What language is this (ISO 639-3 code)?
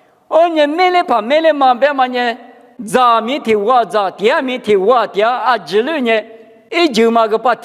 lis